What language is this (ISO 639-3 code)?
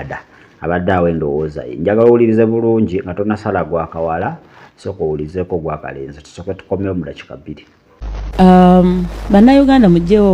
lug